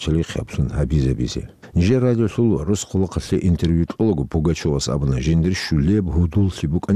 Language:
Avaric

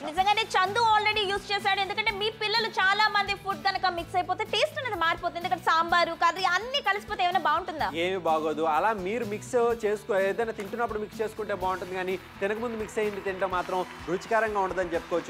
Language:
Telugu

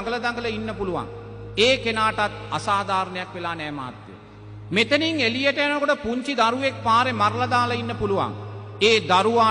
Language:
Sinhala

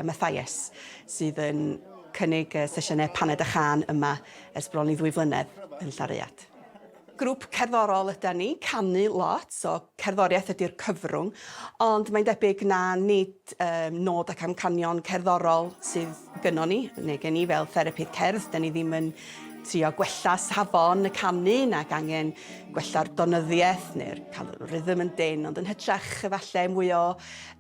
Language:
Welsh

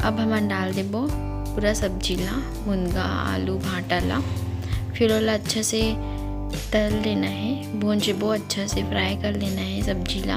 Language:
Chhattisgarhi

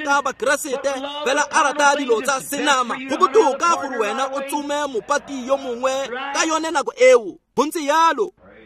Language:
Tswana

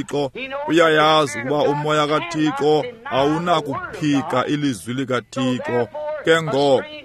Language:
Xhosa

